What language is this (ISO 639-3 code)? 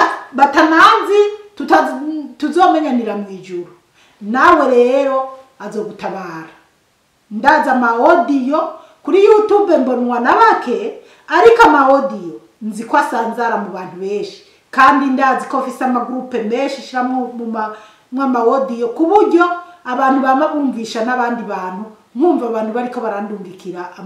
run